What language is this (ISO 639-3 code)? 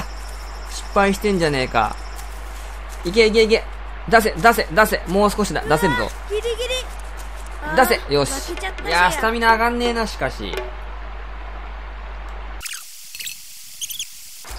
jpn